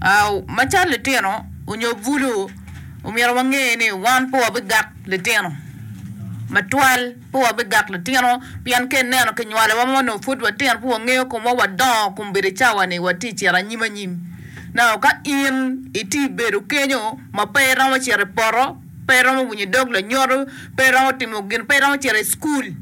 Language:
Acoli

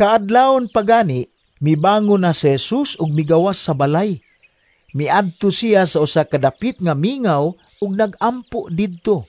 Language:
Cebuano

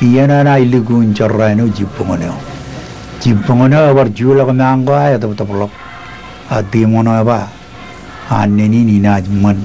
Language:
Marshallese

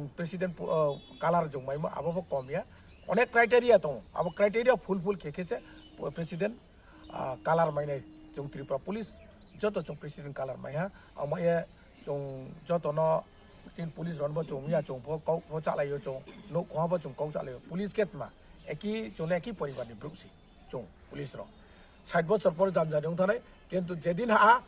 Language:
Riang (India)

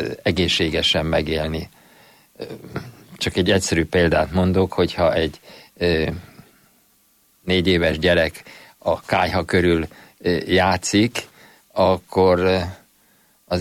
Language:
Hungarian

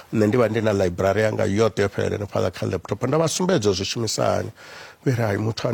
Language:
Venda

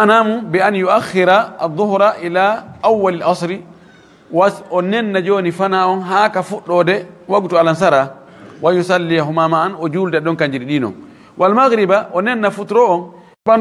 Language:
Fula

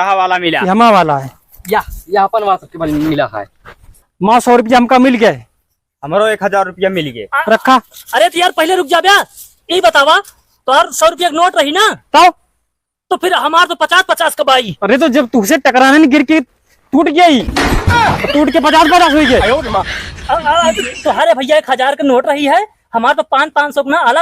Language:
Awadhi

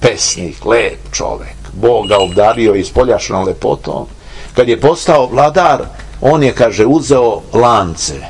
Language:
Serbian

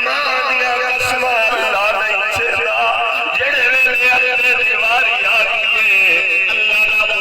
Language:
Saraiki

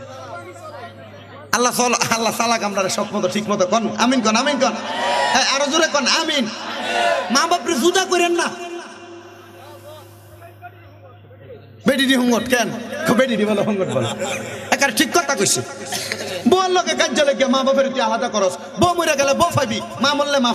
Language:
Bangla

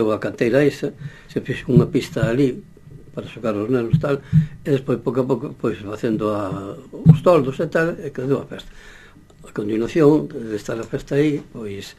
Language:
Galician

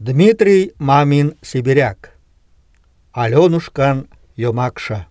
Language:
Mari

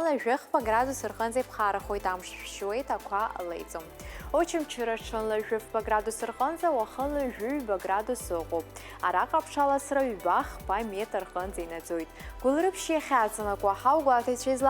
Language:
Abkhazian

